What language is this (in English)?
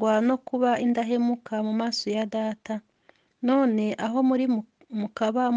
Kinyarwanda